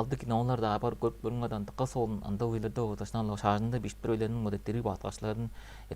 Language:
Tuvinian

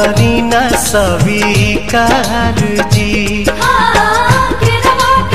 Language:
Bhojpuri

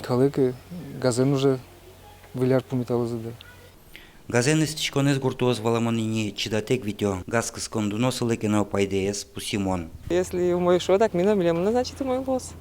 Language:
Udmurt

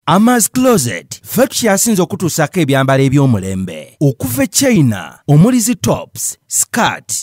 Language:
Ganda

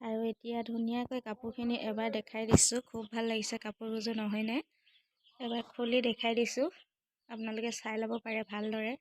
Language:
Assamese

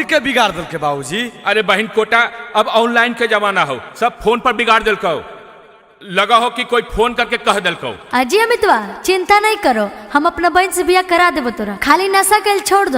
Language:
Magahi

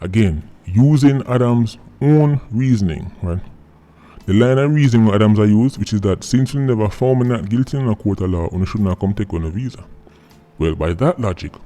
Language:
Jamaican Creole English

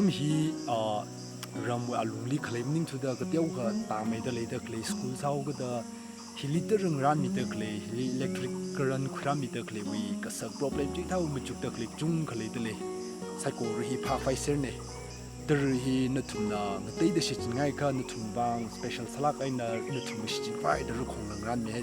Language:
Tangkhul Naga (India)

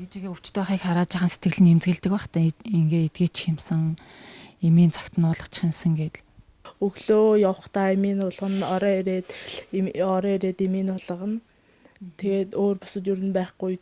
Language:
Mongolian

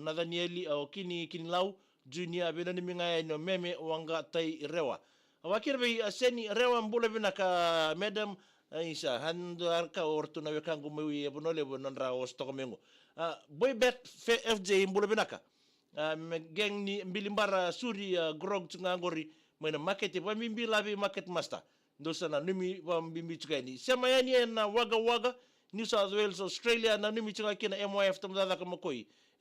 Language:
Fijian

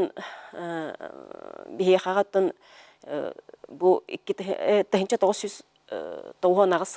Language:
Yakut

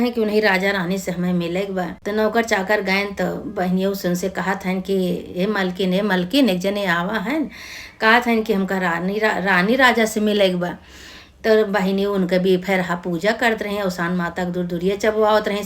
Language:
Awadhi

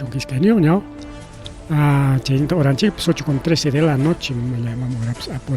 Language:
Ayacucho Quechua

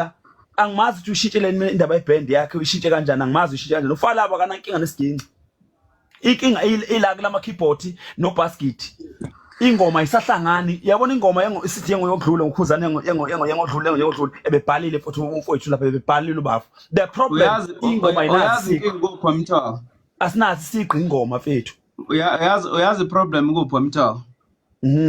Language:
Zulu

